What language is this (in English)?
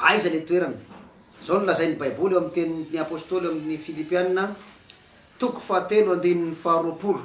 Malagasy